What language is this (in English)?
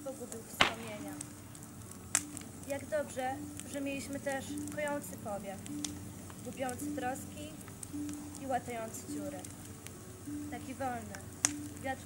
Polish